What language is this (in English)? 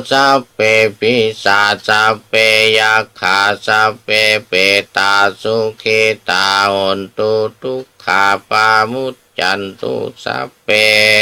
Pali